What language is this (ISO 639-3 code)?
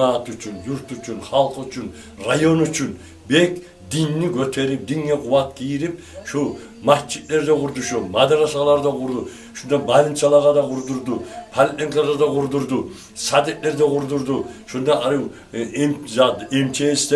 kum